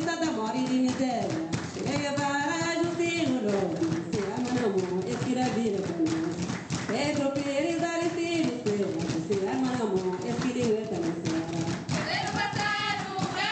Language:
Kabuverdianu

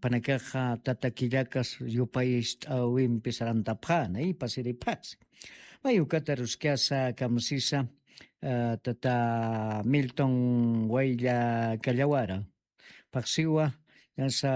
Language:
Aymara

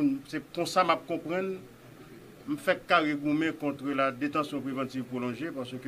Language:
Haitian Creole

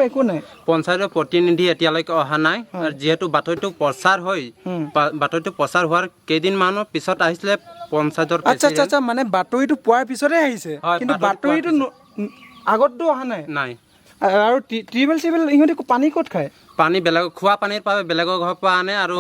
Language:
Assamese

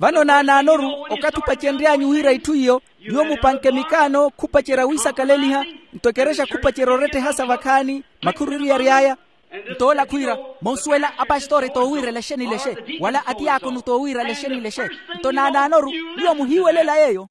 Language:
Makhuwa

